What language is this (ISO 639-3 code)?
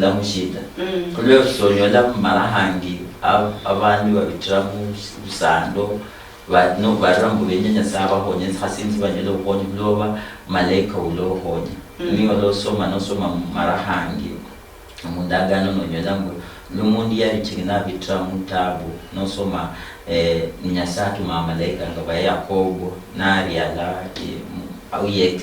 luy